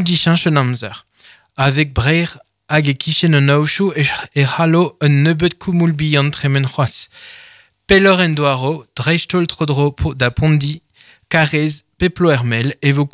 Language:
Breton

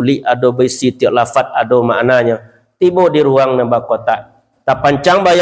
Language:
Minangkabau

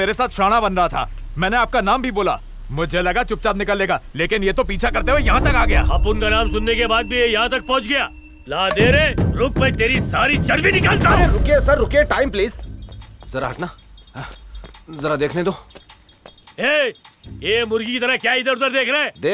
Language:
Hindi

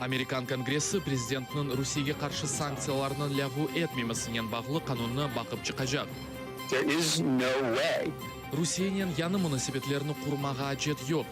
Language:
Crimean Tatar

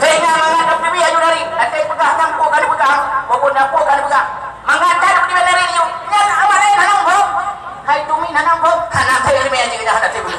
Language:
Achinese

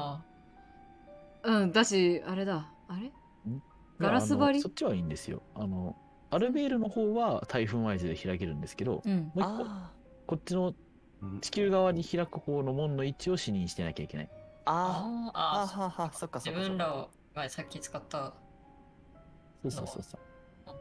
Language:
Japanese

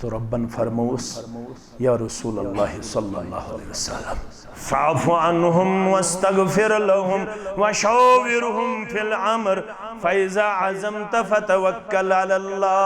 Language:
Kashmiri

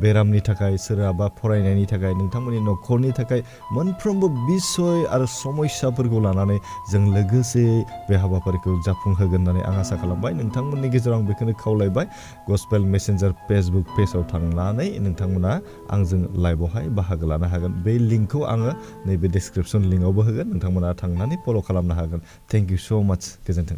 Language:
Bodo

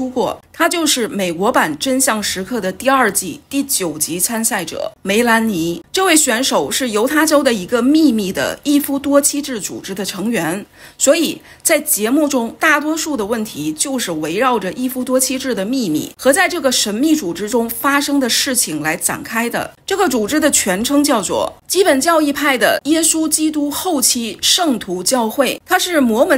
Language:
Chinese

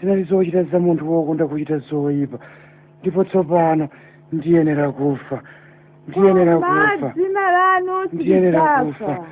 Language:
Nyanja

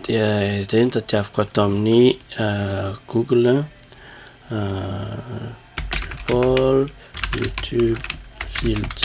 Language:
Malagasy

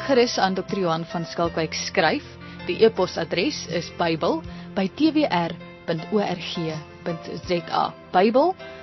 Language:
Afrikaans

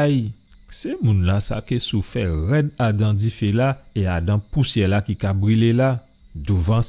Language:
Guadeloupean Creole French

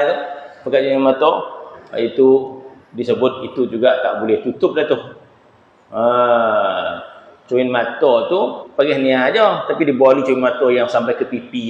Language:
Malay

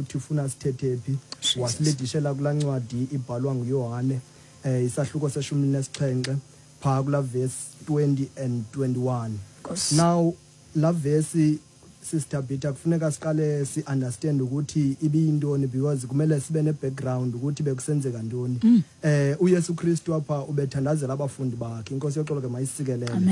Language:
Xhosa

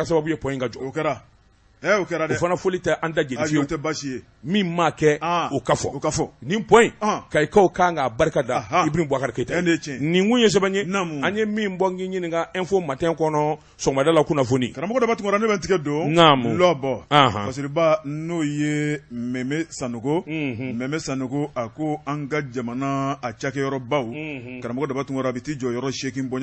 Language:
Bambara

